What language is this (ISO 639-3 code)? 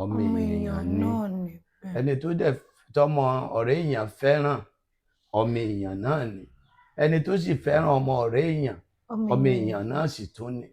yor